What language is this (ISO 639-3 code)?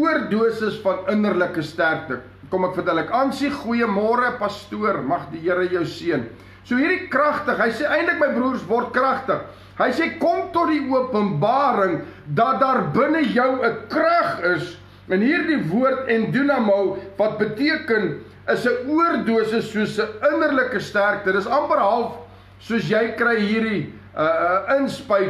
afr